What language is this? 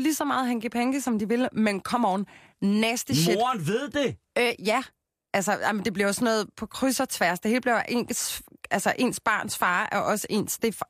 Danish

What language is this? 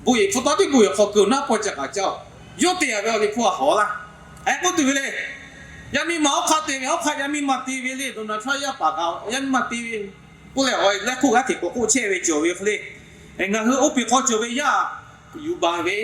Lahu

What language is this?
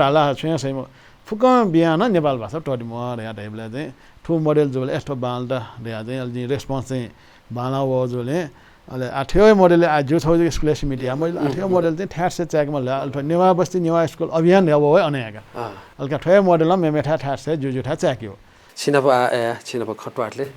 Newari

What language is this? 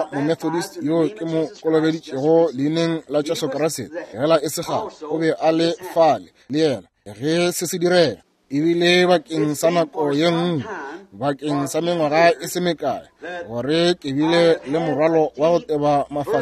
Northern Sotho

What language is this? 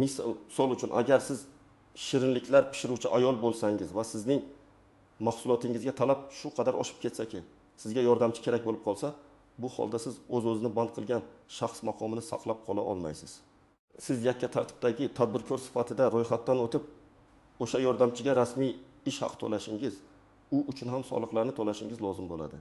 Uzbek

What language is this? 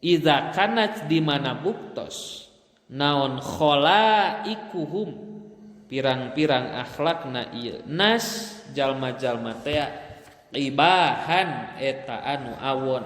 Sundanese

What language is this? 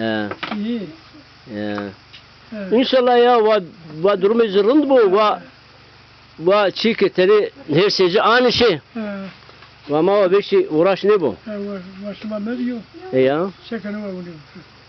Zaza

